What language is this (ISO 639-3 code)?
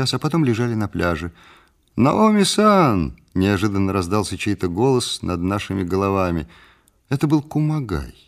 rus